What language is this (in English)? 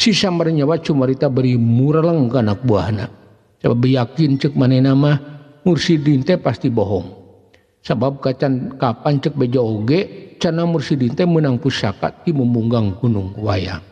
Sundanese